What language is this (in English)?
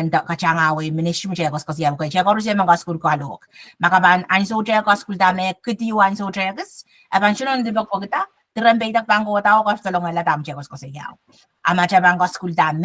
Pohnpeian